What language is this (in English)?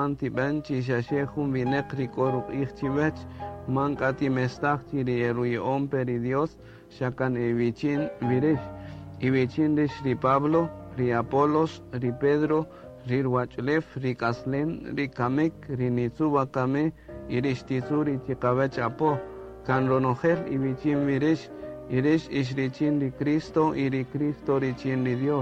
Kaqchikel